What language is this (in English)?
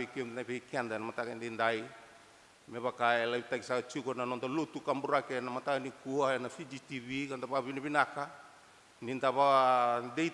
Fijian